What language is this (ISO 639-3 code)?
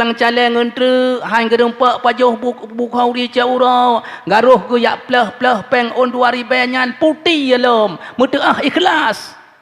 ace